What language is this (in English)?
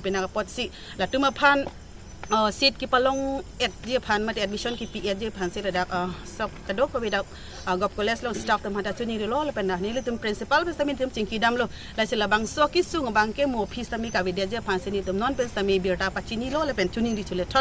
Karbi